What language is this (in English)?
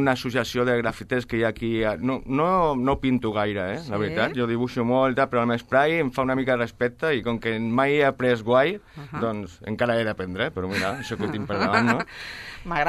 Catalan